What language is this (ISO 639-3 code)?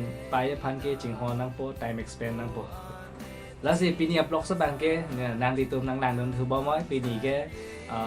mjw